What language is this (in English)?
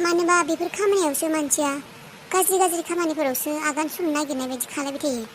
Bodo